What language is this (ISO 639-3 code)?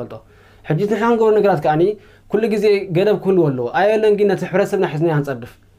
tir